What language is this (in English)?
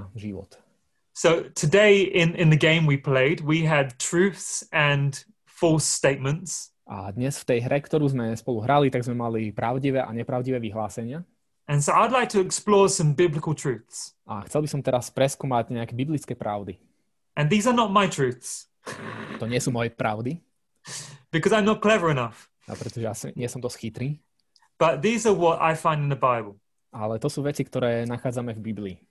Slovak